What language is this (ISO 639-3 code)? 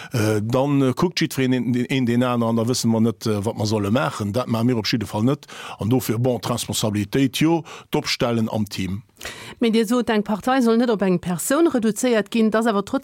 ltz